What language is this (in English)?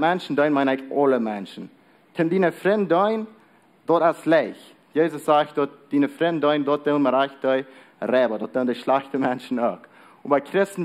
Plautdietsch